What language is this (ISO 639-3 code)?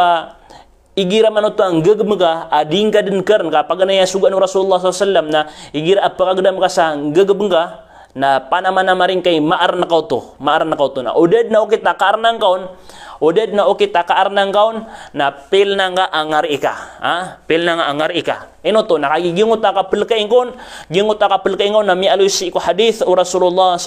mrw